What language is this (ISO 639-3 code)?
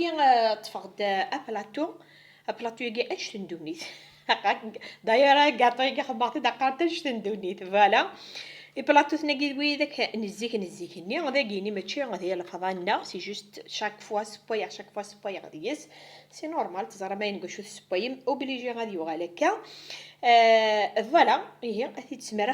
kab